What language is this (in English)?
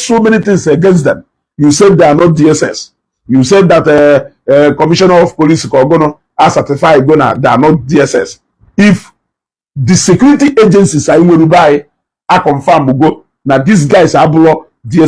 Igbo